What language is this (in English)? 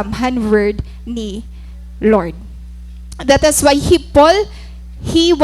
Waray